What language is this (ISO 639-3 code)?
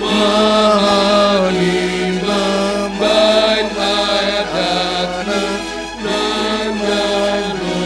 bts